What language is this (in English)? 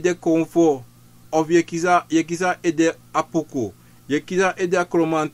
Sranan Tongo